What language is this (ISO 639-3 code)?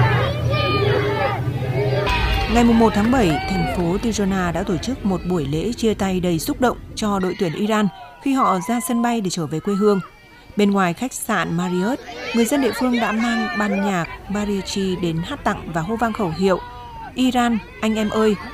vie